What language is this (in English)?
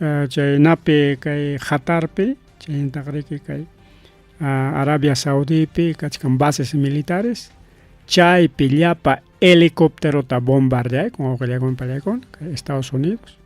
Ayacucho Quechua